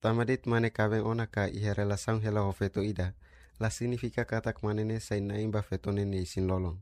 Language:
Tetum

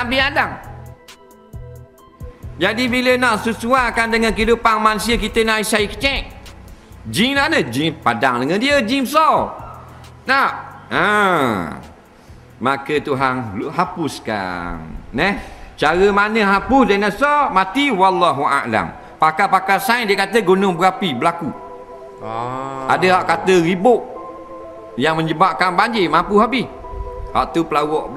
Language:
Malay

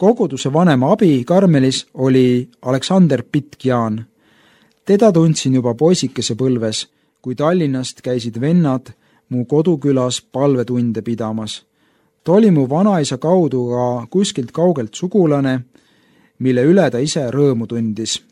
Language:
Estonian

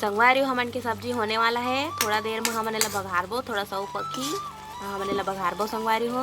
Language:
Chhattisgarhi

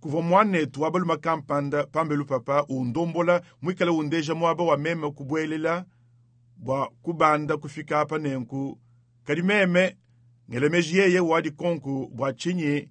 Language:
Luba-Lulua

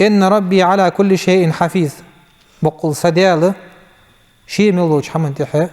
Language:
Ingush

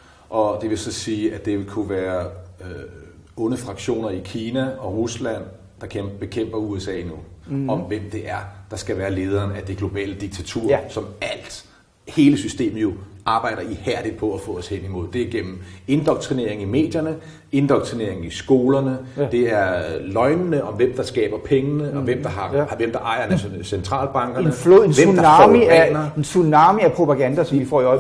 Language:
Danish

